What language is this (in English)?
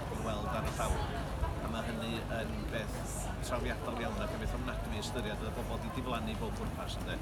Welsh